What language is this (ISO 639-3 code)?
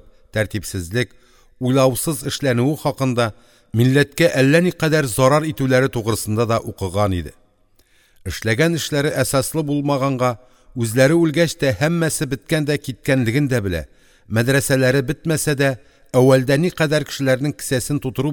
tat